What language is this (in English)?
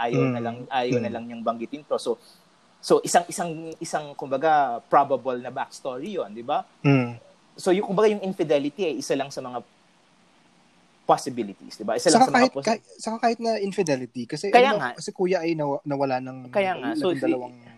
Filipino